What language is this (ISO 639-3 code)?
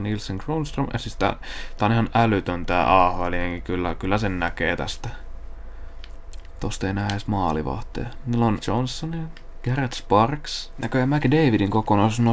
fin